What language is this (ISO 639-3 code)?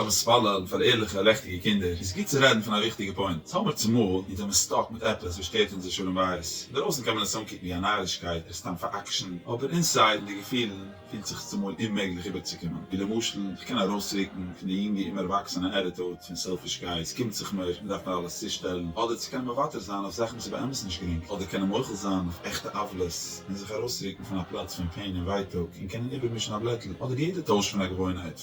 yid